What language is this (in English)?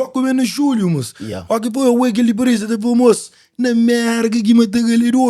Kabuverdianu